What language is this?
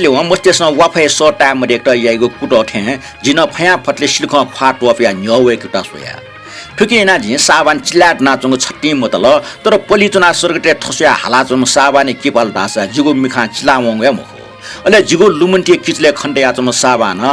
Newari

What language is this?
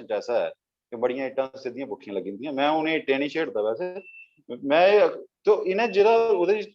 Dogri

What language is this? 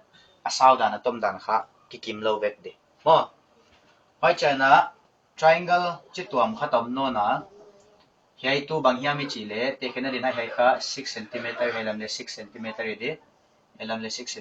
Paite Chin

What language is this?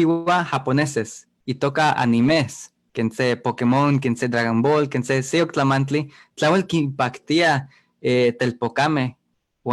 Eastern Huasteca Nahuatl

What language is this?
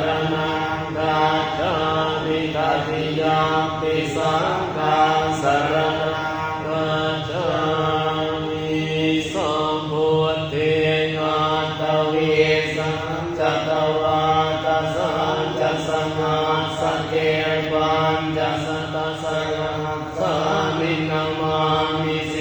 Pali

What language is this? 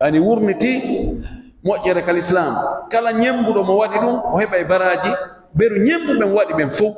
Pular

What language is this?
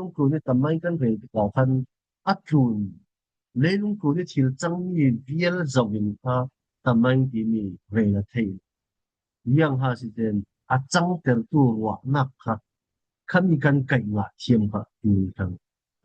Falam Chin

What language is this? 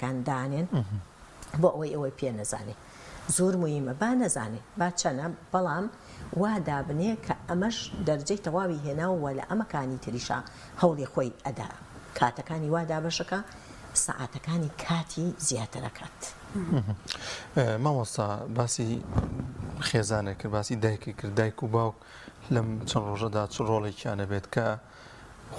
Central Kurdish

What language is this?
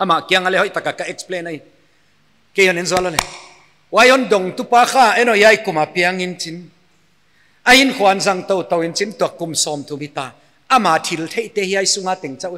Paite Chin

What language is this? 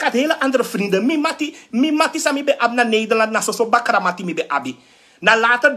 Sranan Tongo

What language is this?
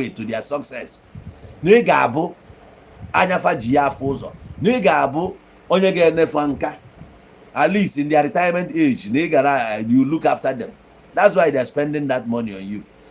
Igbo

